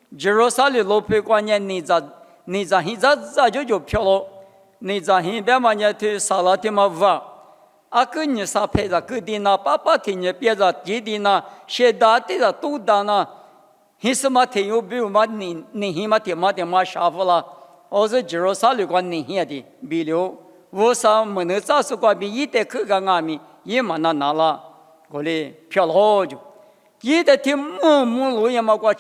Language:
Lisu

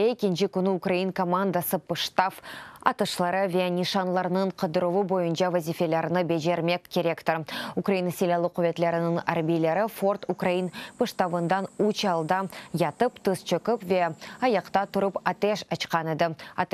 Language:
Crimean Tatar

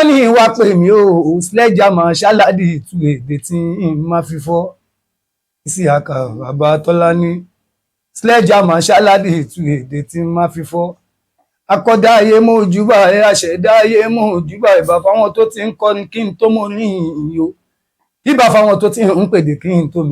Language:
Yoruba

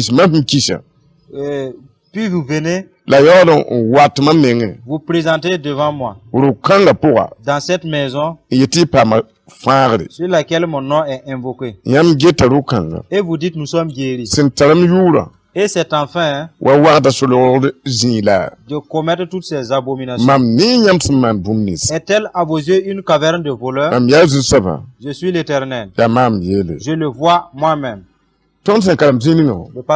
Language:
Mossi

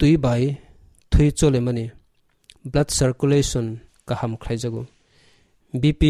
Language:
Kok Borok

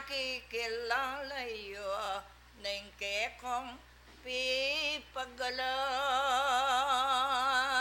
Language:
Pampanga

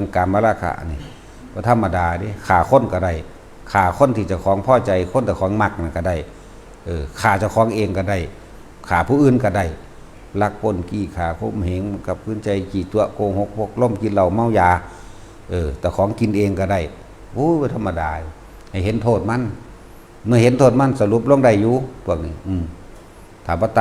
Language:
Northeastern Thai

